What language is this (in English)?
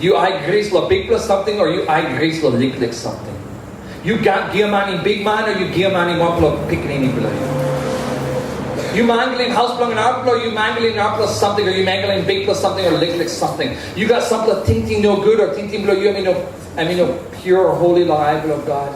Tok Pisin